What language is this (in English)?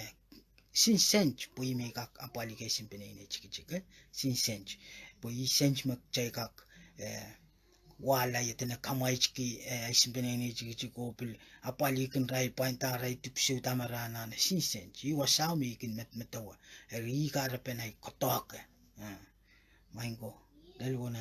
Pohnpeian